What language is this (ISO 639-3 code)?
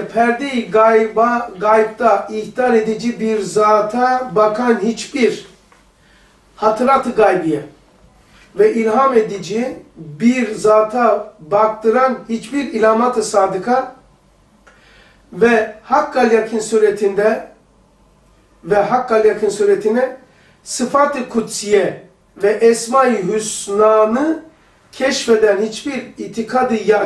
tur